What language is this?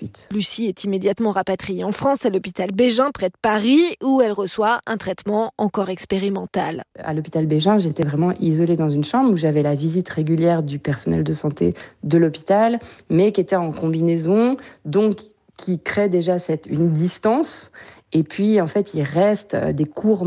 French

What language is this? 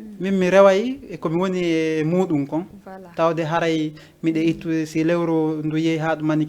Fula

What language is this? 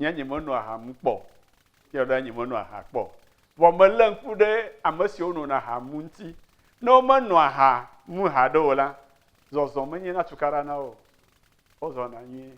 Ewe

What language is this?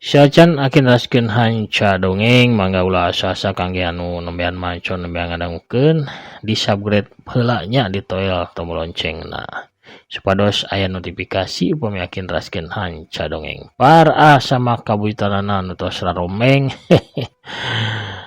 Sundanese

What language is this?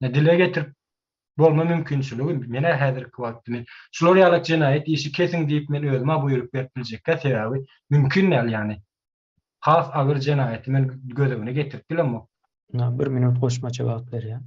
Turkmen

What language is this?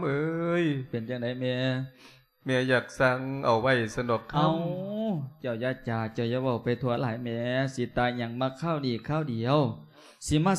Lao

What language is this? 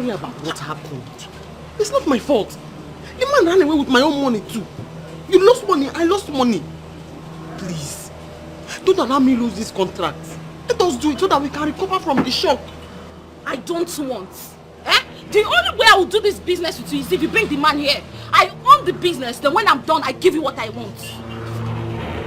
Nigerian Pidgin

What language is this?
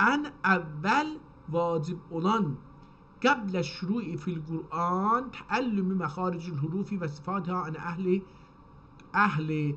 South Azerbaijani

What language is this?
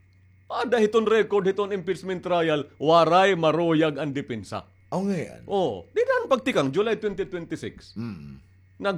Waray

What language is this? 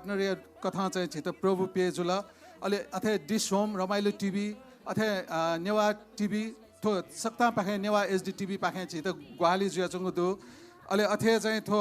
Newari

